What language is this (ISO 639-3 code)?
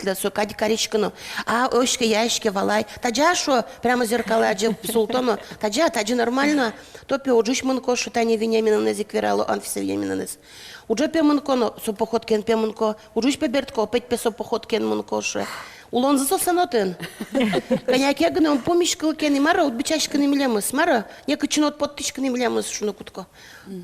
udm